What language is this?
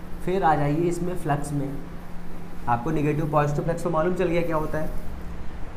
Hindi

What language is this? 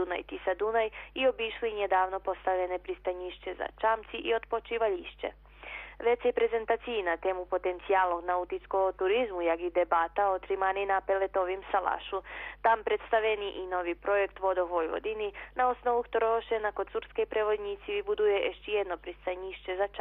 Rusyn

